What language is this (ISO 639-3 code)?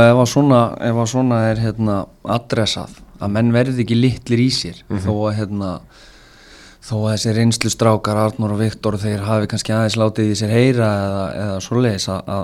isl